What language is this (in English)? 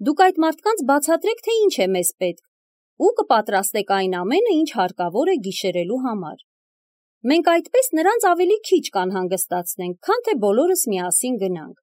Armenian